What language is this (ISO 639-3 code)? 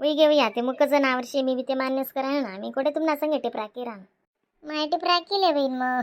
khn